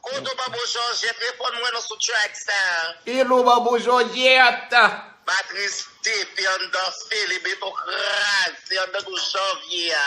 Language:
Haitian Creole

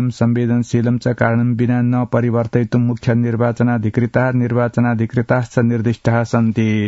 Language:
Sanskrit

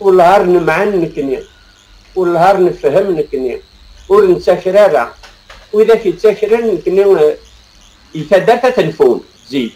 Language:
Kabyle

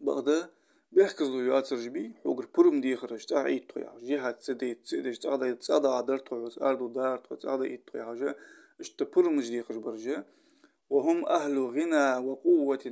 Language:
Ingush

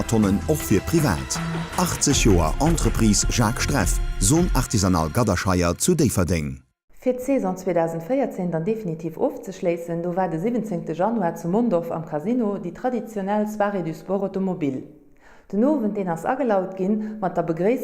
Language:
Luxembourgish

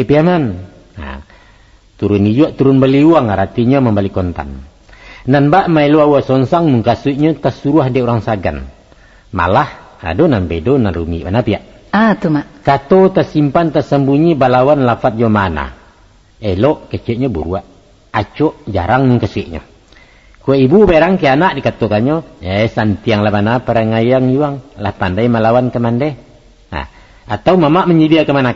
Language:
Minangkabau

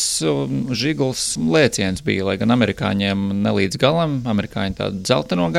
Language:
Latvian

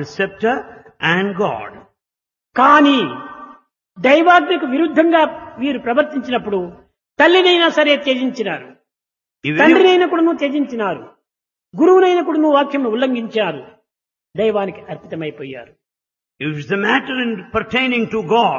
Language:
Telugu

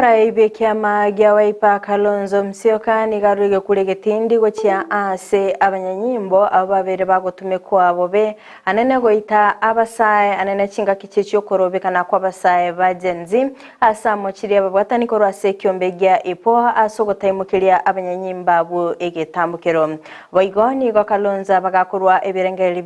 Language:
Gusii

